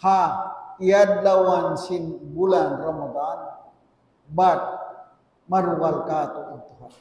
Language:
Tausug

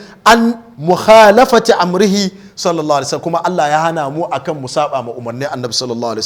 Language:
Hausa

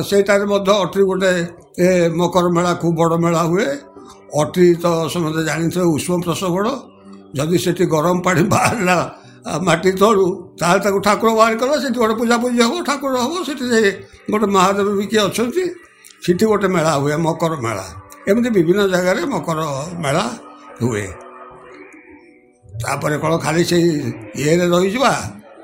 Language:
Odia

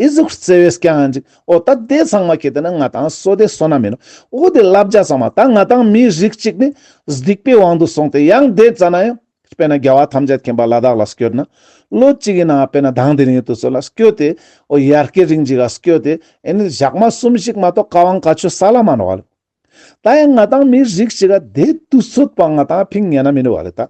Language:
Ladakhi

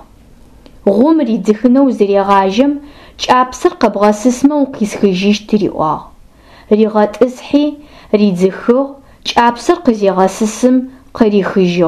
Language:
Adyghe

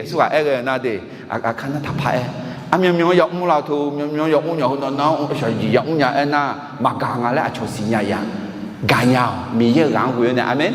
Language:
Akha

